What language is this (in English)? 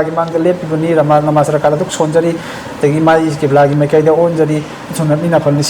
Manipuri